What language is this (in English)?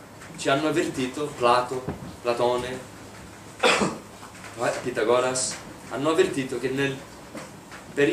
Italian